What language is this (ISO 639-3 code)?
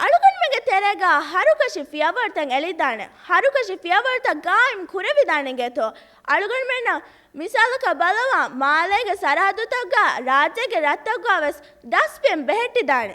div